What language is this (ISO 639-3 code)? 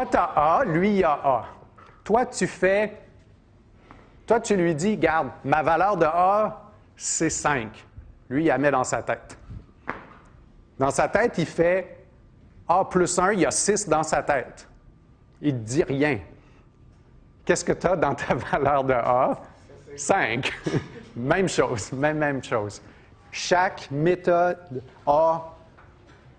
fra